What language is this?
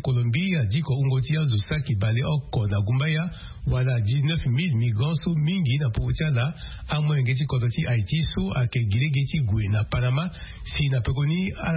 Sango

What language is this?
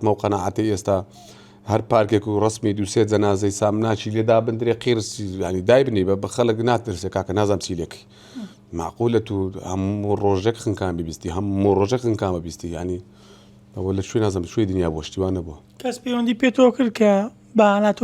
Central Kurdish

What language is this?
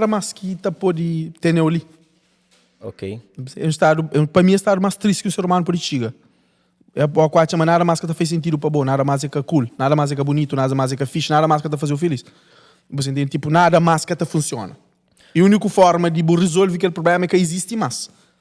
Kabuverdianu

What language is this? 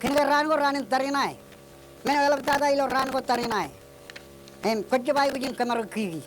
Marshallese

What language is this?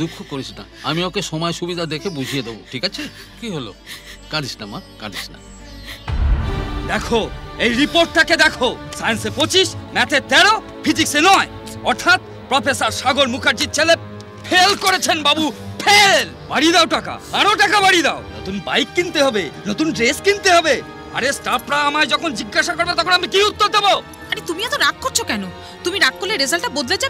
Bangla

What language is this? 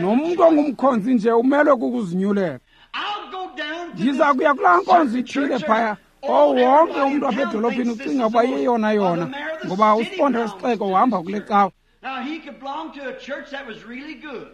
Xhosa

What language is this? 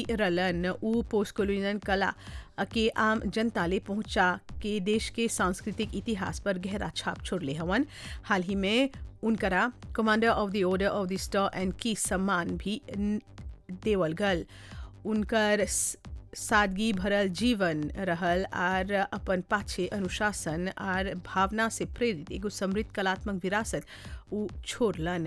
Bhojpuri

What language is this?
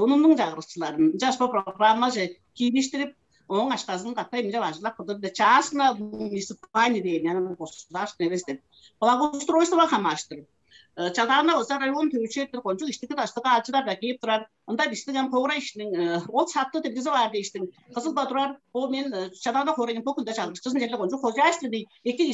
Tuvinian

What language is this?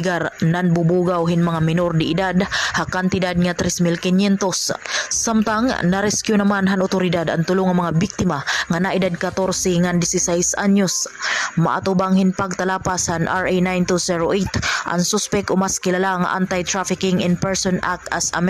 Waray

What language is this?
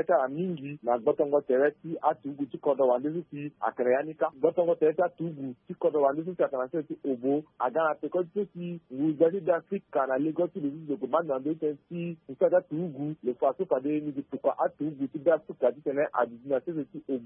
Sango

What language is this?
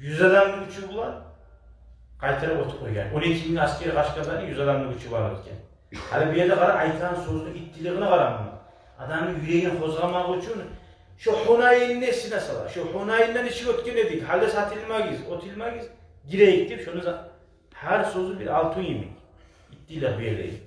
Kumyk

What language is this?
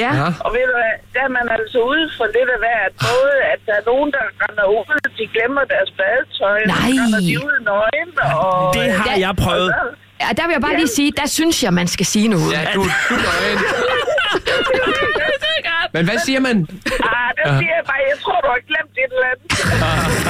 Danish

